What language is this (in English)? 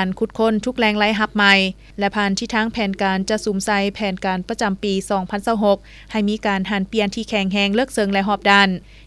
Lao